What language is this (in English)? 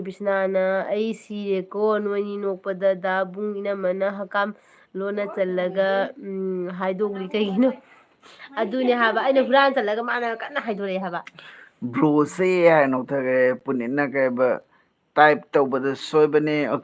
Manipuri